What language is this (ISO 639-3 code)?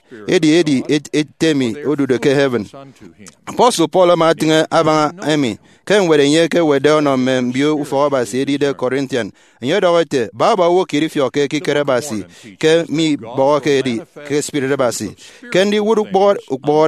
efi